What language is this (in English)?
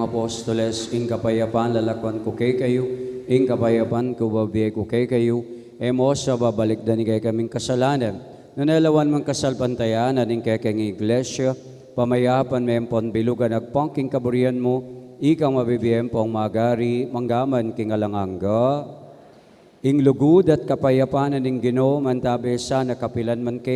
Pampanga